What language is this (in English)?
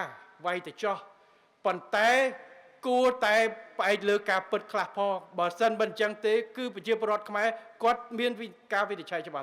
Khmer